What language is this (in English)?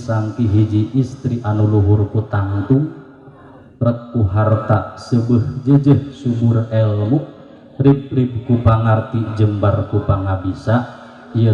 Sundanese